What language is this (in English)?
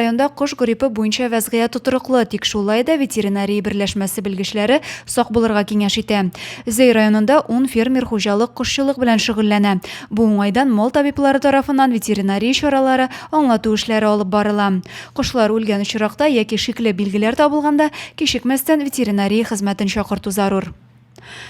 Tatar